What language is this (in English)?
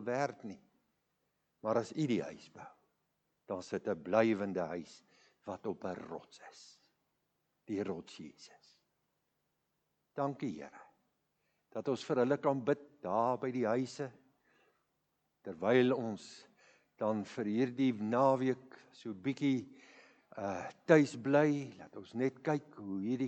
Afrikaans